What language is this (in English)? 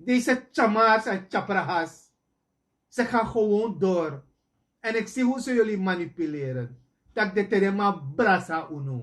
Sranan Tongo